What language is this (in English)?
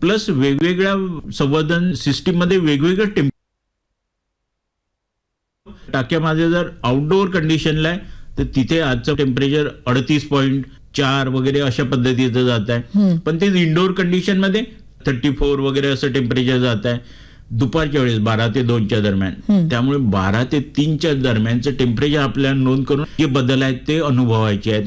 Marathi